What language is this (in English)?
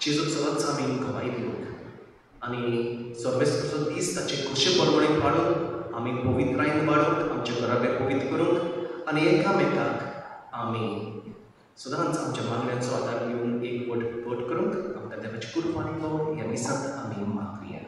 Konkani